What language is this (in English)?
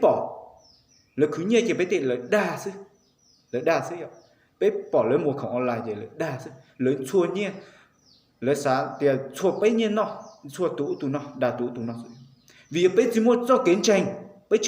Hmong